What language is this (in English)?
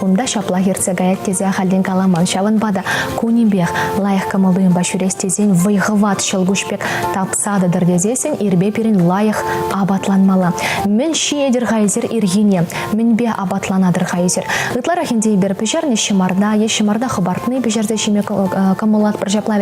Chuvash